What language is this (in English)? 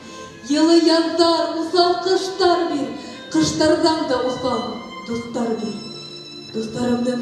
Bashkir